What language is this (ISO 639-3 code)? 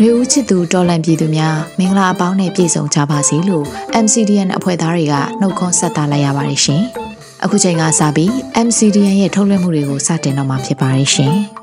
mya